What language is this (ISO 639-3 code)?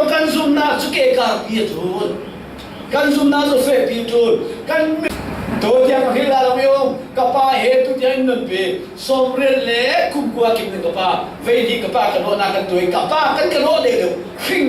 cfm